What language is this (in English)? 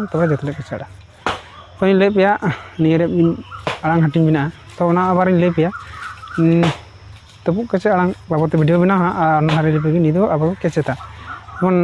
Santali